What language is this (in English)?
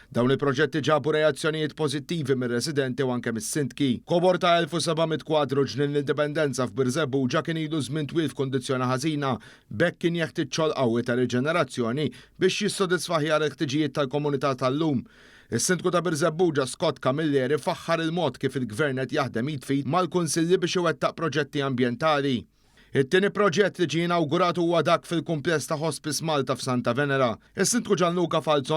Maltese